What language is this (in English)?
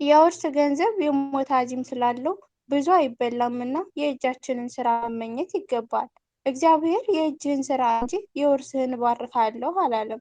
Amharic